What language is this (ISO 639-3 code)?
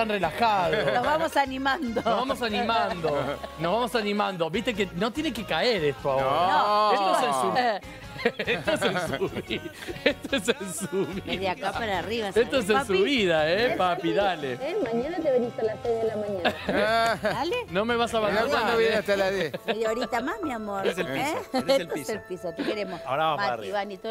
spa